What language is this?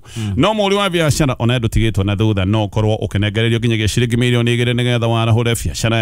Kikuyu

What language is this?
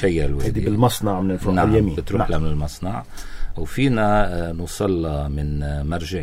North Levantine Arabic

